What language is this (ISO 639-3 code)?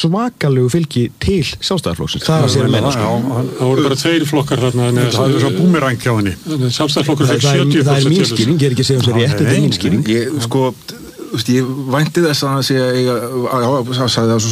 isl